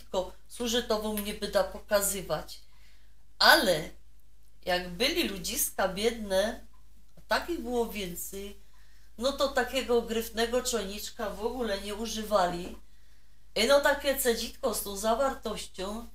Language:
Silesian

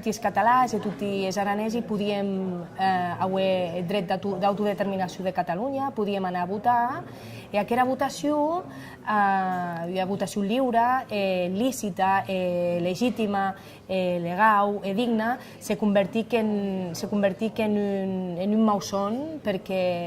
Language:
Occitan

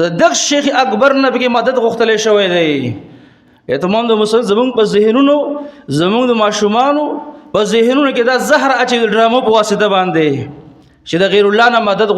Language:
Pashto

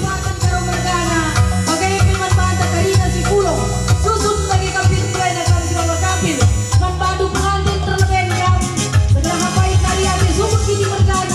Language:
Batak Karo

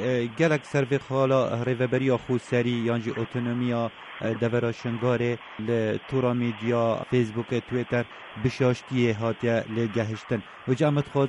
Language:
Kurdish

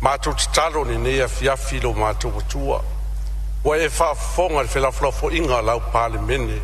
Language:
Samoan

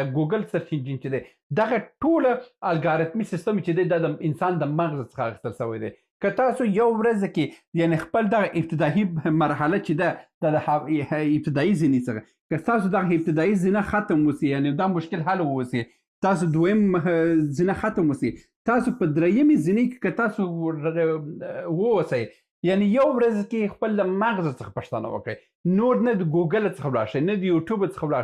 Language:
Pashto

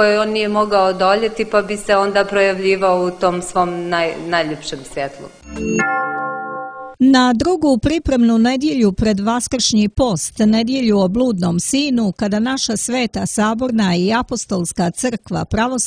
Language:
Serbian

